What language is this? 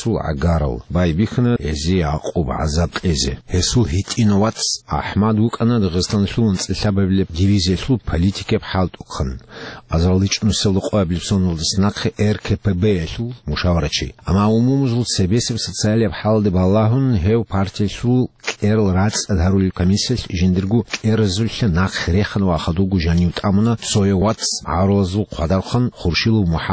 Avaric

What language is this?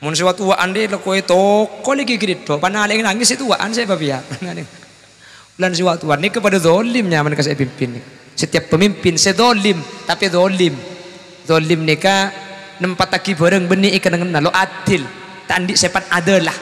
Madurese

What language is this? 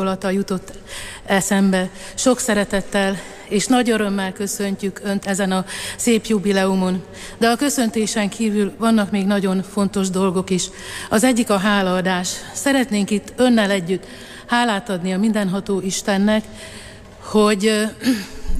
Hungarian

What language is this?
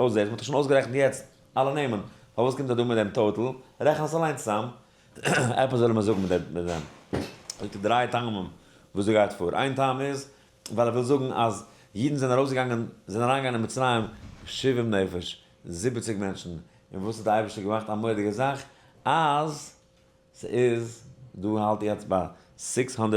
Yiddish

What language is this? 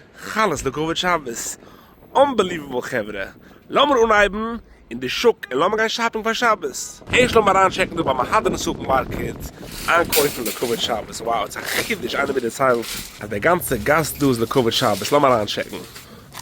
Yiddish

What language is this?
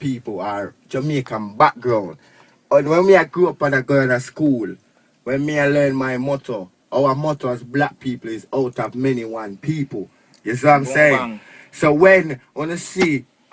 Jamaican Creole English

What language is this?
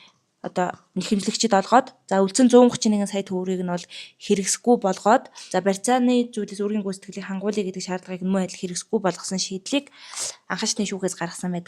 Mongolian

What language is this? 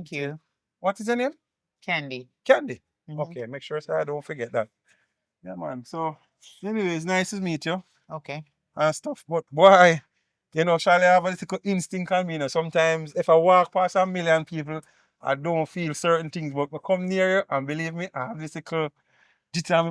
Jamaican Creole English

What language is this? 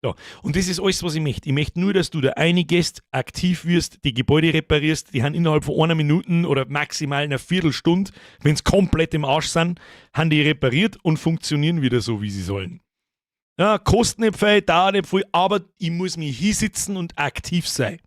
Bavarian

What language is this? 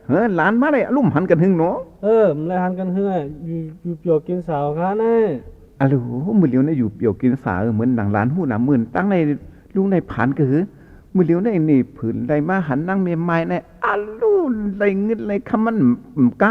Shan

